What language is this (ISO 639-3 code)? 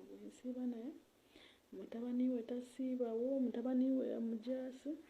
lug